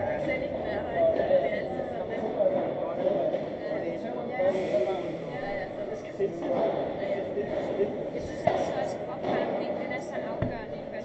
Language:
Danish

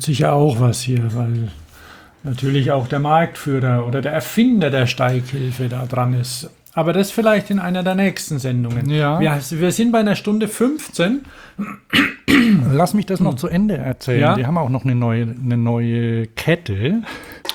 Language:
German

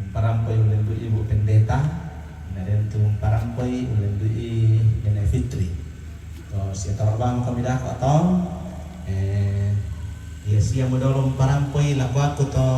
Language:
Toraja-Sa'dan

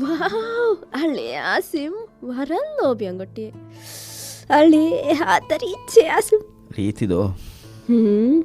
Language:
Divehi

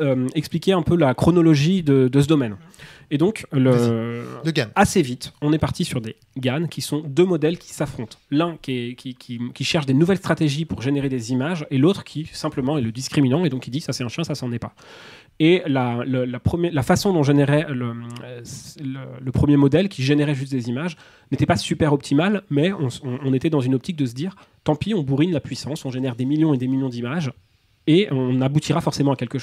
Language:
French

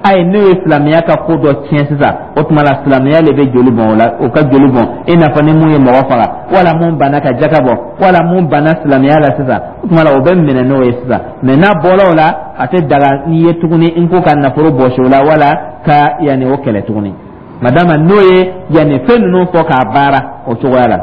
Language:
Dyula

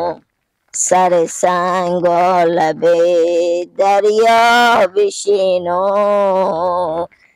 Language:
Hazaragi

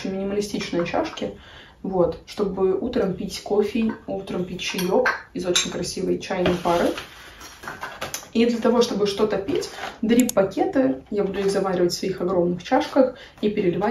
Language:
Russian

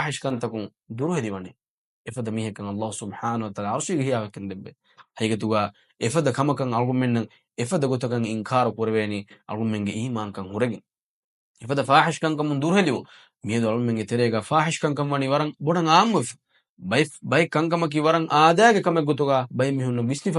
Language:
Divehi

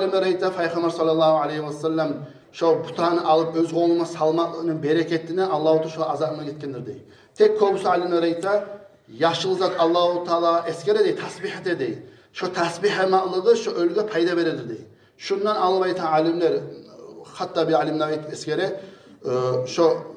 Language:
Kumyk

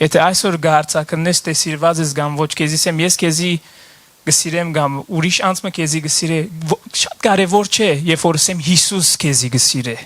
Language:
Western Armenian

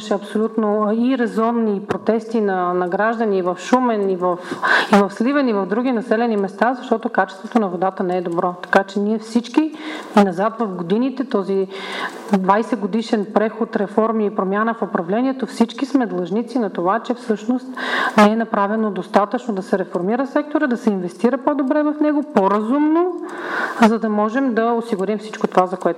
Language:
Bulgarian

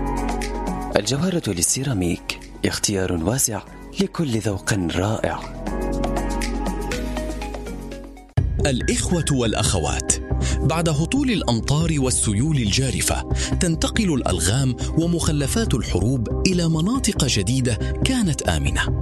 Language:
Arabic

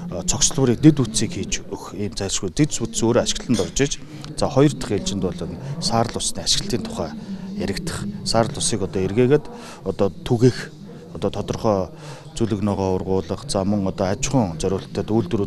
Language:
Mongolian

